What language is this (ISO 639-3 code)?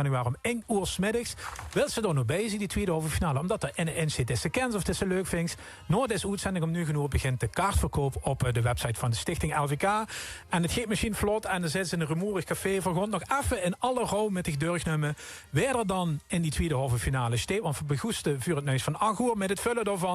lim